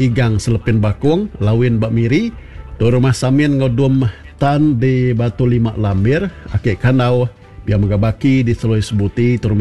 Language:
Iban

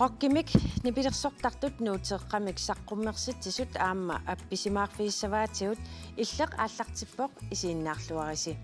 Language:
Kalaallisut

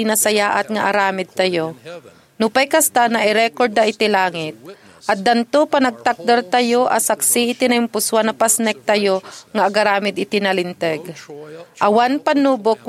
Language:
Iloko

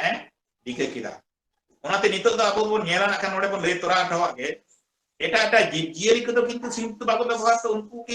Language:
Santali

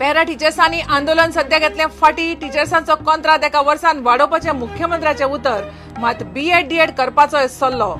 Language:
Konkani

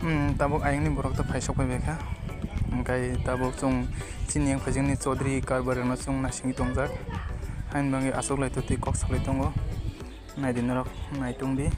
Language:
Kok Borok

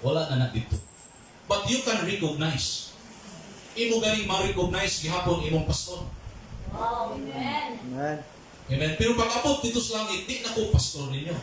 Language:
Cebuano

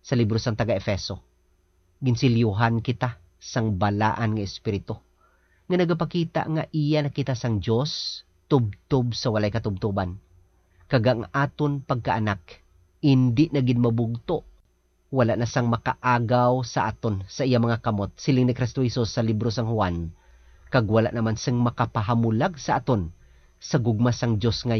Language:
Hiligaynon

